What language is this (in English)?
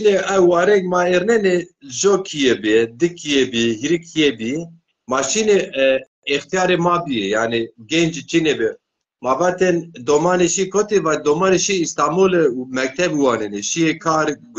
Zaza